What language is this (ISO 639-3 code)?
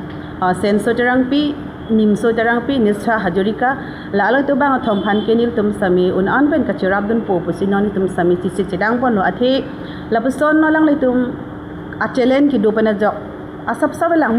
mjw